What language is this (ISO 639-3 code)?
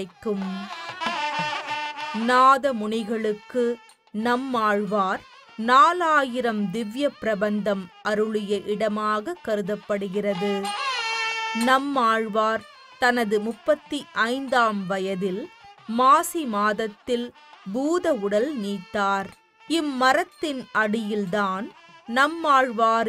tam